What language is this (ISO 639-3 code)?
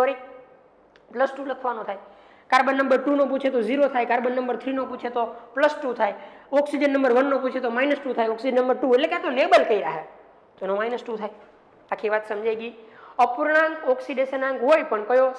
guj